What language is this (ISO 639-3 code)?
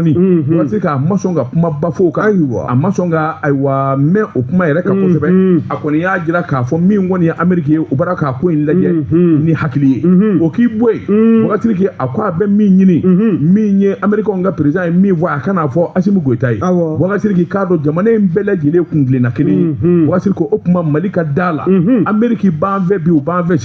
bam